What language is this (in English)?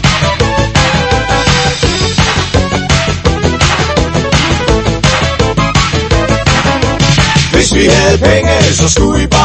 Danish